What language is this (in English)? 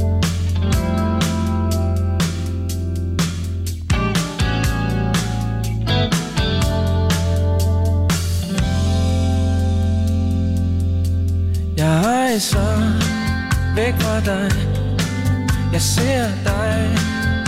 Danish